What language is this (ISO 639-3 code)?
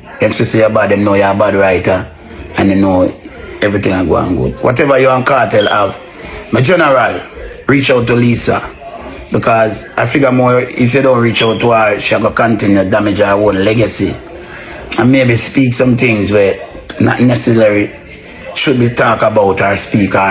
jam